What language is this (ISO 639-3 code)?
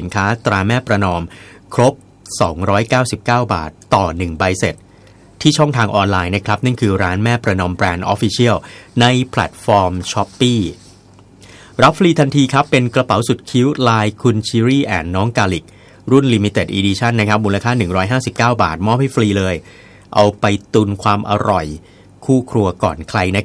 tha